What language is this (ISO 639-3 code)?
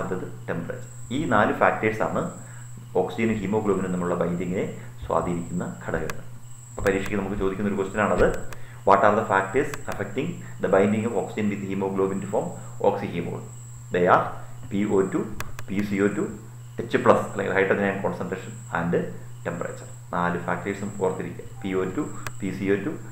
mal